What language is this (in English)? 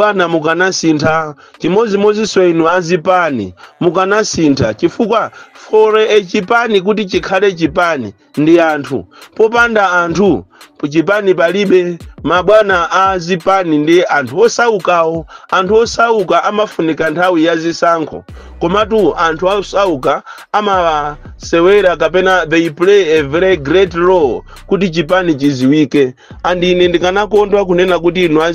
Nyanja